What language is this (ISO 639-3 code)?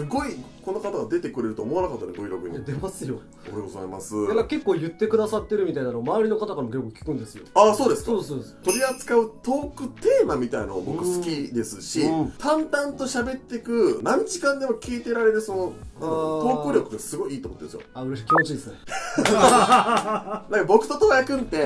jpn